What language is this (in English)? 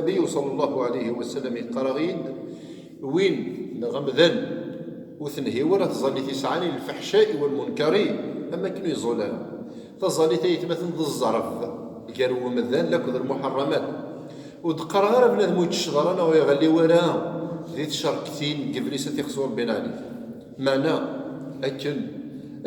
Kabyle